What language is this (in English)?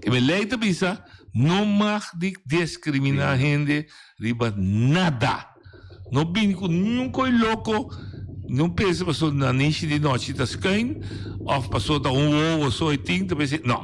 Papiamento